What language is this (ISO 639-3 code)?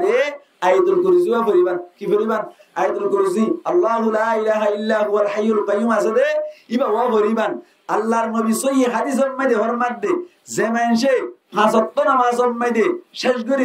rhg